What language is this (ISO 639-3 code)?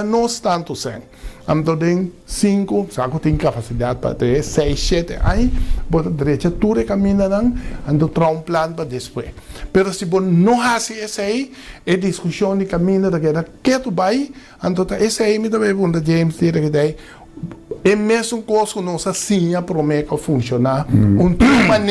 pap